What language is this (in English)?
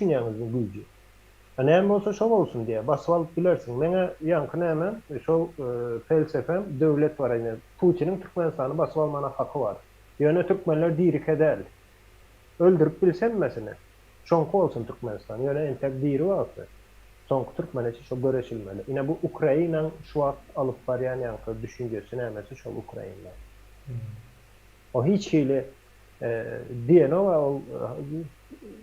Turkmen